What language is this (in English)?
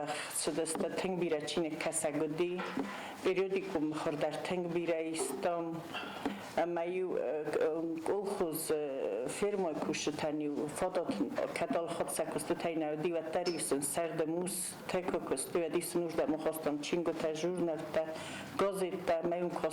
Ossetic